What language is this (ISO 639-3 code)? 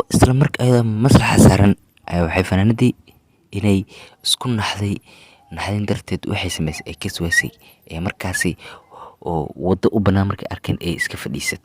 som